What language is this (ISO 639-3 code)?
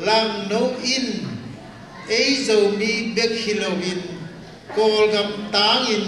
ctd